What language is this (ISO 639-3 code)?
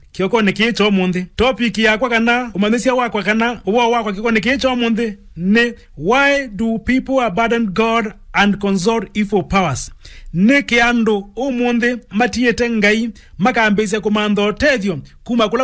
kam